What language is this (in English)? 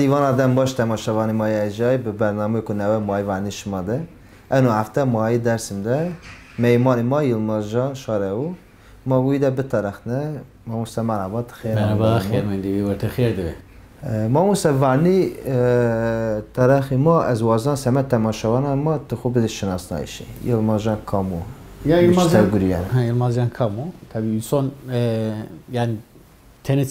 Zaza